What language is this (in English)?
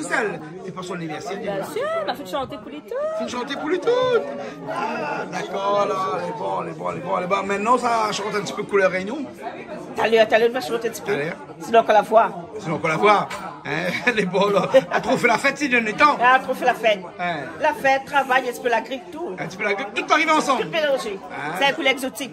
Réunion Creole French